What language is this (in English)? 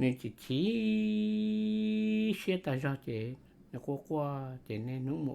Hmong